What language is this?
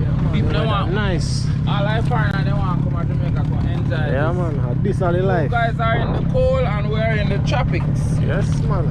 Jamaican Creole English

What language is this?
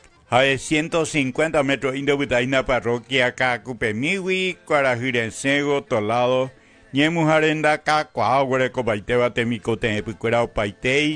Guarani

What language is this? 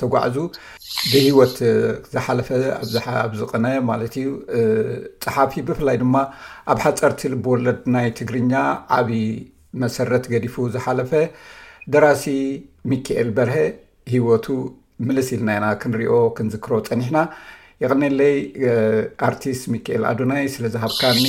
Tigrinya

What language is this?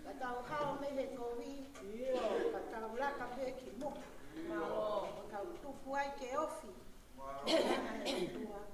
Tongan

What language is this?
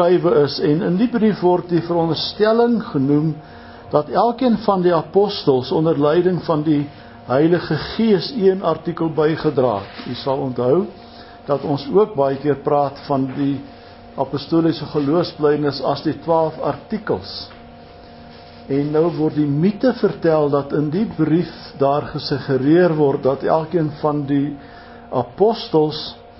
Afrikaans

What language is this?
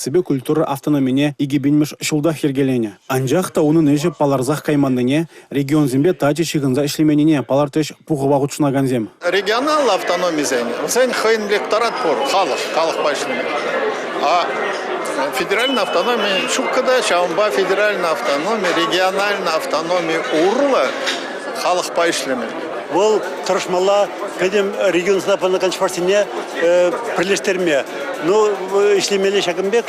Chuvash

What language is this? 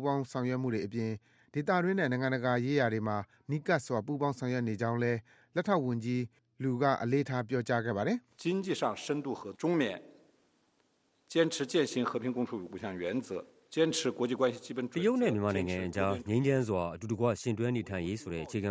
Burmese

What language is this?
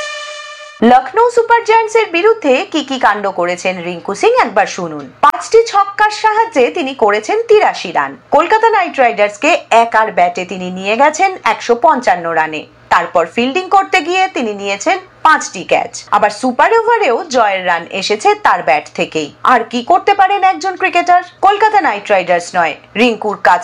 Bangla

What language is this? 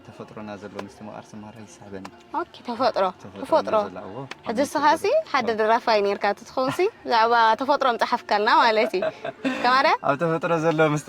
Tigrinya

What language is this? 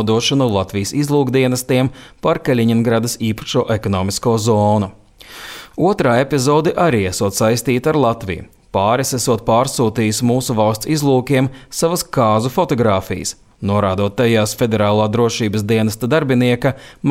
Latvian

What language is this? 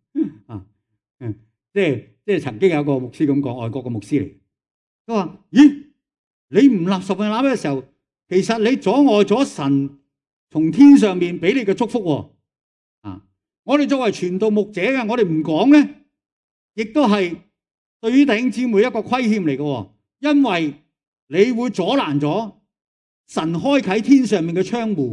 Cantonese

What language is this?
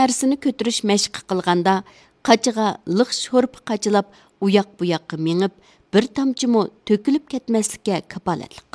Uyghur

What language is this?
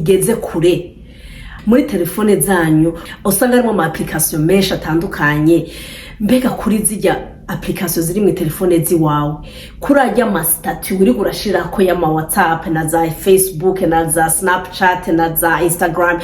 Rundi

